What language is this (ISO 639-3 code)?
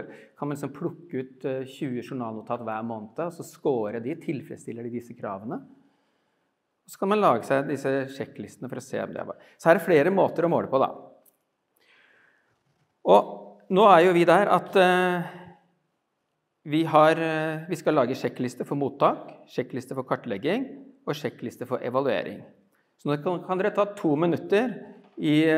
nor